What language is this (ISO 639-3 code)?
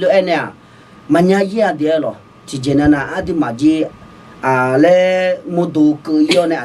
ahk